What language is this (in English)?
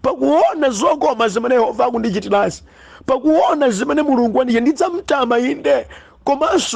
Nyanja